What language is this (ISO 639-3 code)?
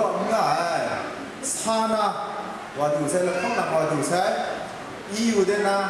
kac